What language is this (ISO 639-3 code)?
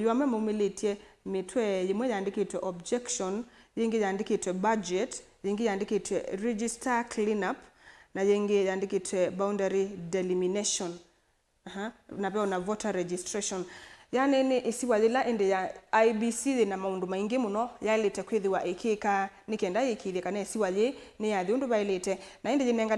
kam